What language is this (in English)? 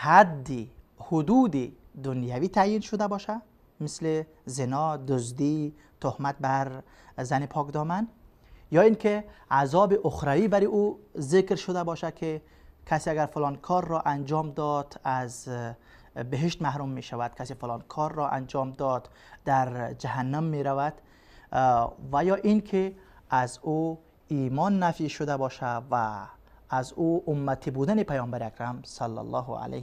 Persian